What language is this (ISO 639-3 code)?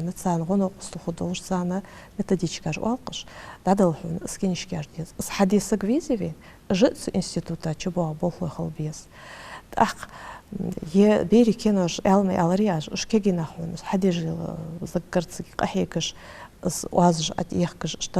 inh